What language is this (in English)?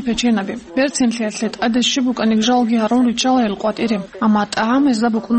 Avaric